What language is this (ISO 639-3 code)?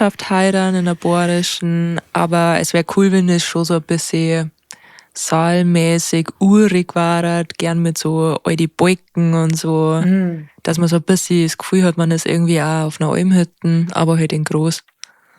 bar